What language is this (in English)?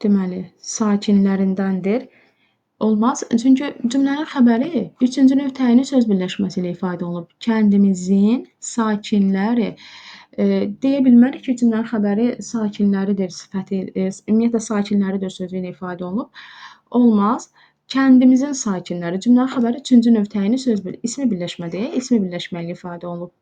Azerbaijani